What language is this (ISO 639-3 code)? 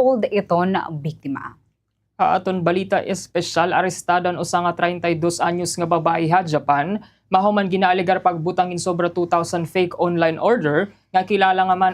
war